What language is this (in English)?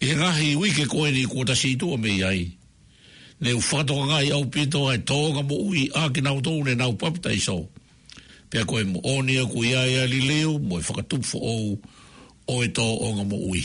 Tongan